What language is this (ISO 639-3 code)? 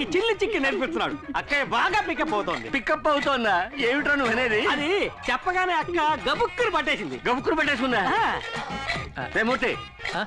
tel